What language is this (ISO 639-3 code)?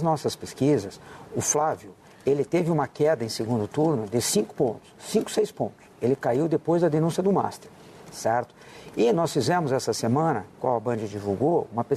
por